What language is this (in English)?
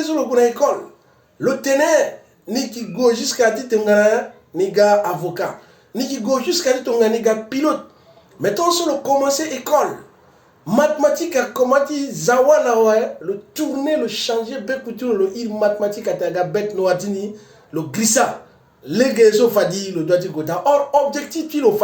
Sango